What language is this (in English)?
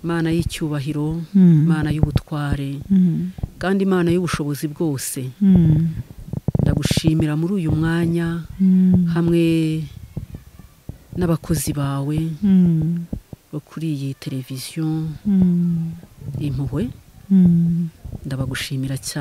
Kinyarwanda